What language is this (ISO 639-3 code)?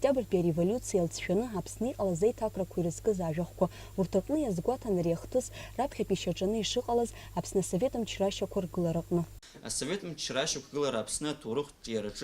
abk